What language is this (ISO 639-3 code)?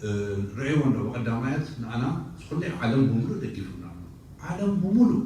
tir